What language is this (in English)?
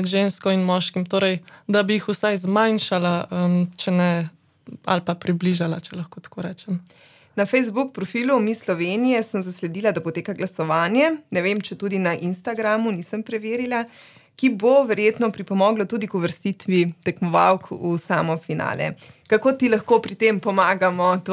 Slovenian